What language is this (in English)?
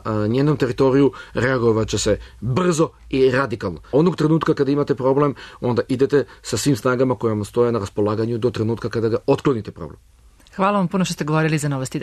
Serbian